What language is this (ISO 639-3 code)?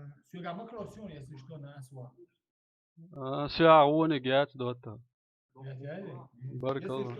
che